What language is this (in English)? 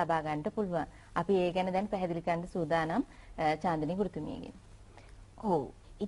Sinhala